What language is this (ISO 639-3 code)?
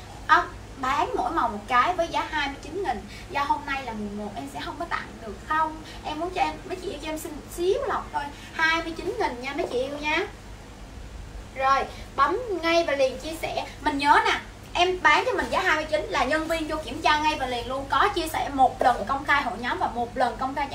vie